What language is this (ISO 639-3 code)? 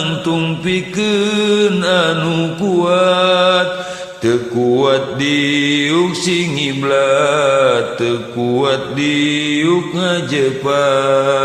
sun